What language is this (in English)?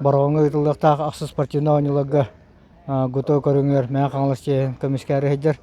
Yakut